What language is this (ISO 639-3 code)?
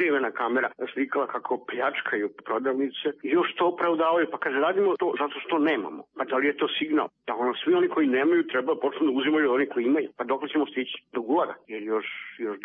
srp